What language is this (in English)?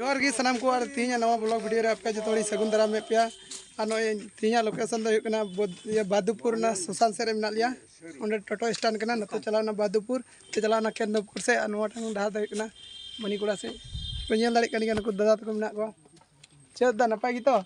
Santali